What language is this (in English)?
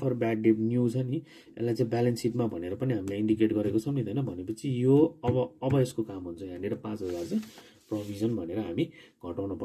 Nepali